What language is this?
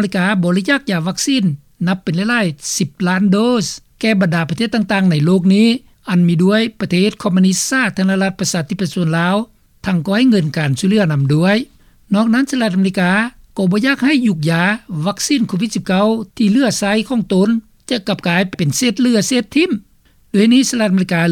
Lao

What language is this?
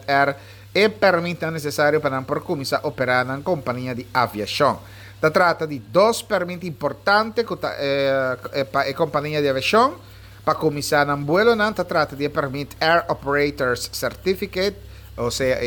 Papiamento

